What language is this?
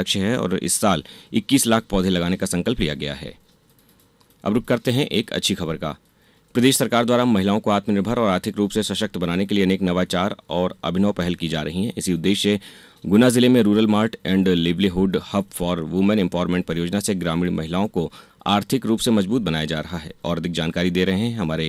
Hindi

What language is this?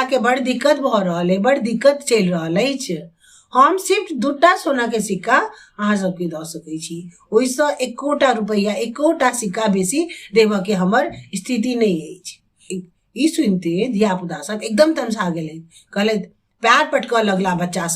Maithili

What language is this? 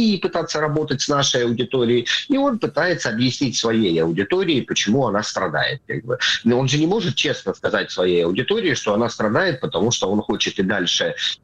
Russian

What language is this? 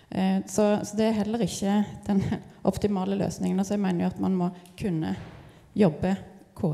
Norwegian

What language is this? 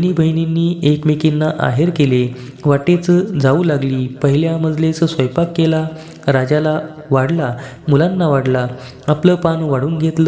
Marathi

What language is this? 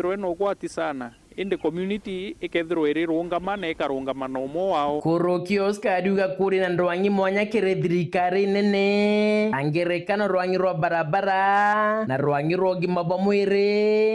Meru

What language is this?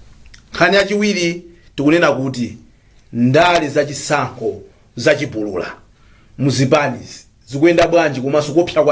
Nyanja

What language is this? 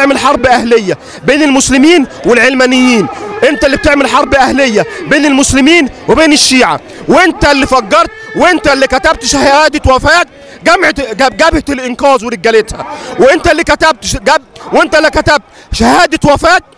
Egyptian Arabic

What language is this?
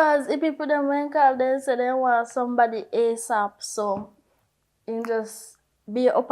Jamaican Creole English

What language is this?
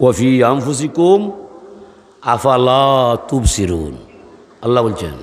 Sylheti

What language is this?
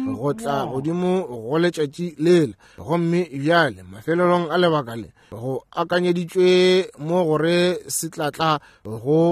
Northern Sotho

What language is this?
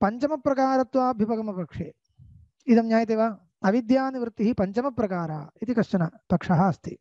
Sanskrit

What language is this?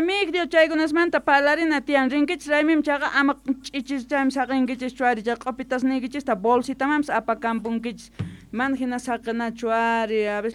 South Bolivian Quechua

